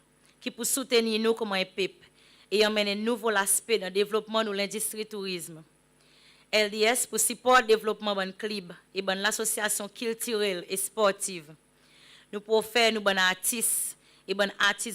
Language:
Seselwa Creole French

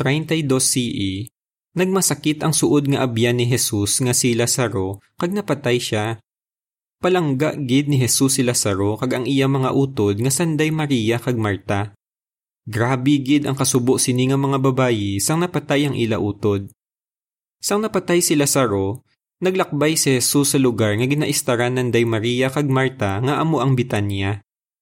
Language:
Hiligaynon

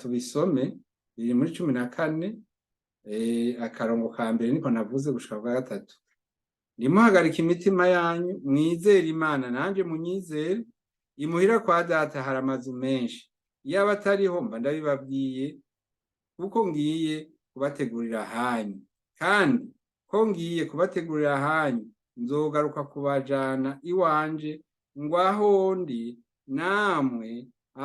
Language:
Rundi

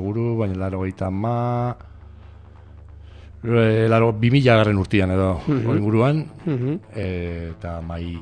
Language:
Basque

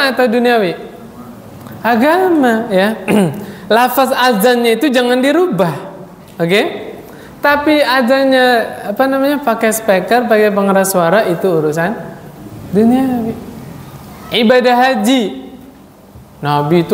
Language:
Indonesian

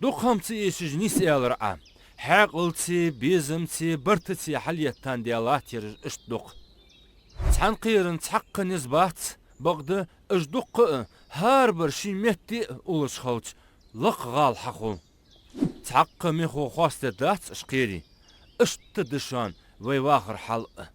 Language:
Ingush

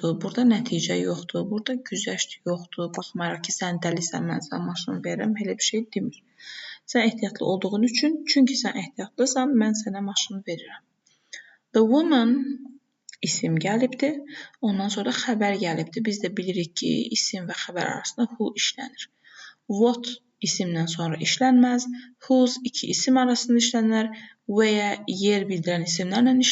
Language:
Azerbaijani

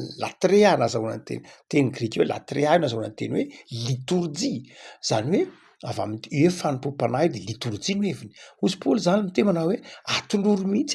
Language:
Malagasy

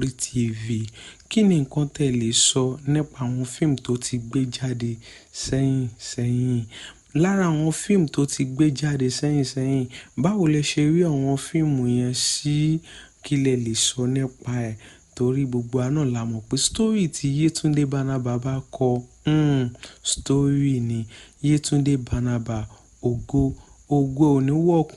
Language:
Yoruba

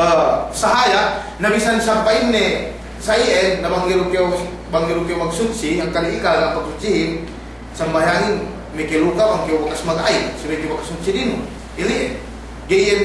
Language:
Yakan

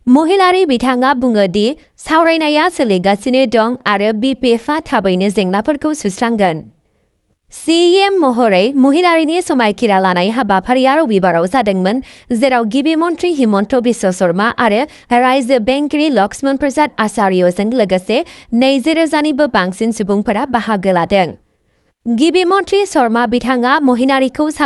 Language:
Bodo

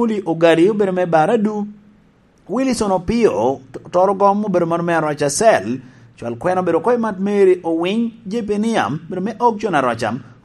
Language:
Lango (Uganda)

